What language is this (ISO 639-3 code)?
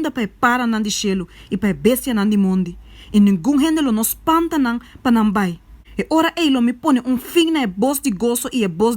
pap